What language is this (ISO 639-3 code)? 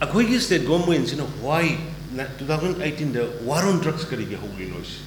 mni